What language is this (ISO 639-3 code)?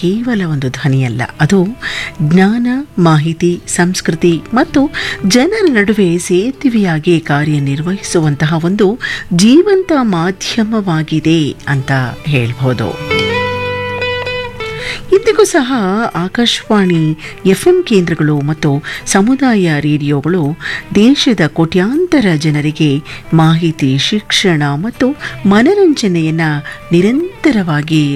kan